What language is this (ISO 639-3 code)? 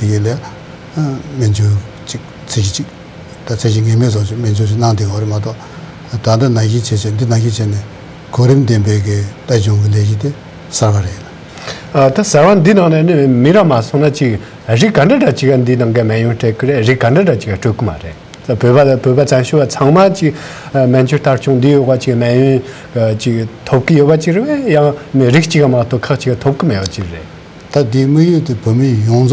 bod